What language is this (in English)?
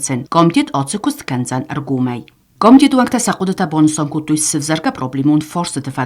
Ossetic